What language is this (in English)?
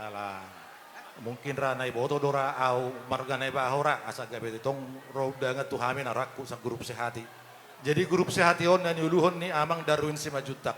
Batak Toba